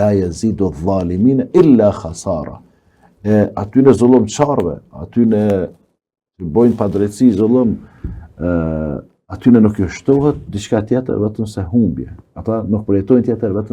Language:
Albanian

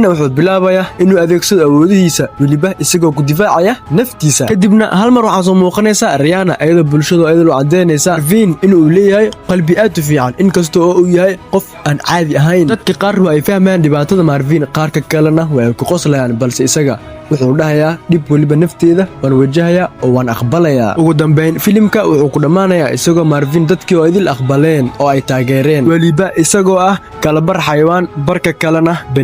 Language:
Somali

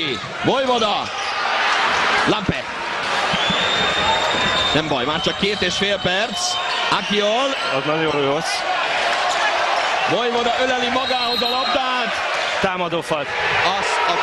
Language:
Hungarian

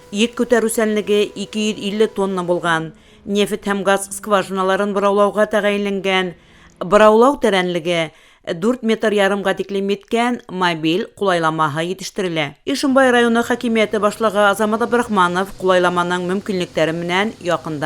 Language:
Bashkir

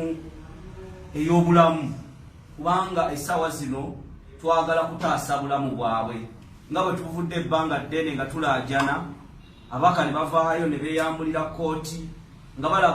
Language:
Ganda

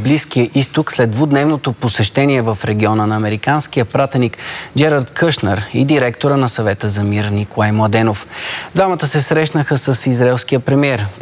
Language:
Bulgarian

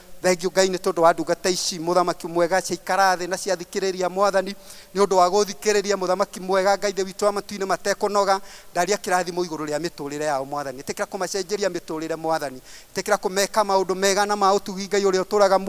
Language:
Kikuyu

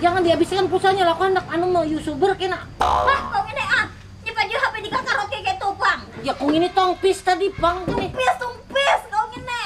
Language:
Banjar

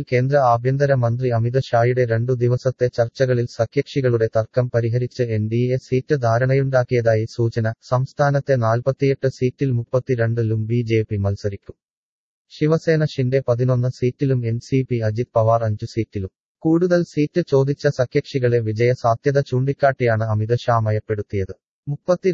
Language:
Malayalam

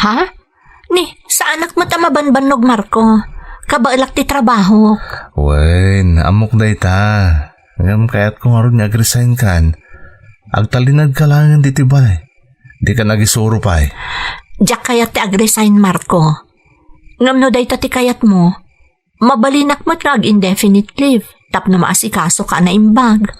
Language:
Iloko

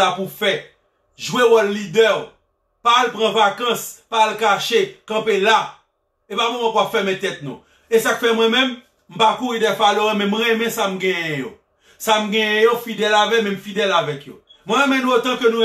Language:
Haitian Creole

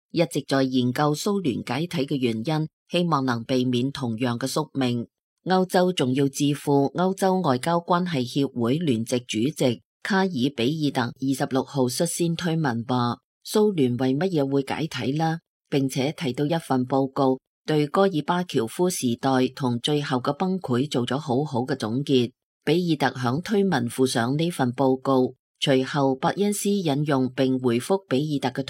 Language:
Cantonese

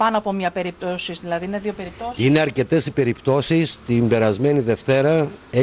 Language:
Greek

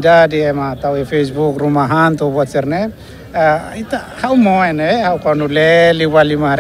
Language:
Tetum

